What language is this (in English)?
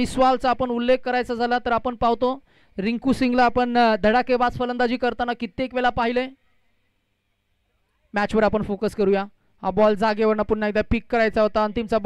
Marathi